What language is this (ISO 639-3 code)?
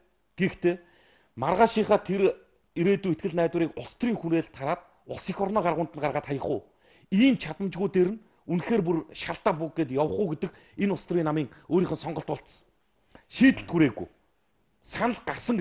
mon